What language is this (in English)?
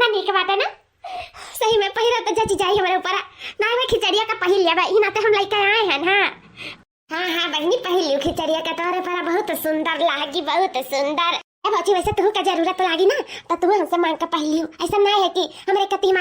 Awadhi